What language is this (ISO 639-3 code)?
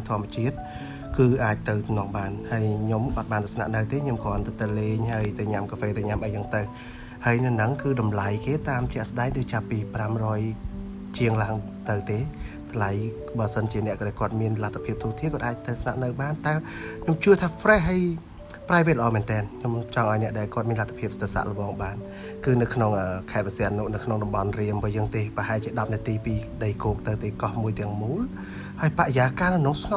khm